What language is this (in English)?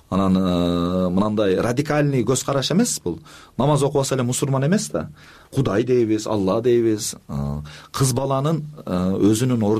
Kyrgyz